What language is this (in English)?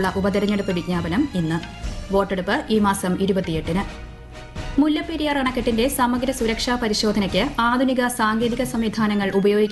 Malayalam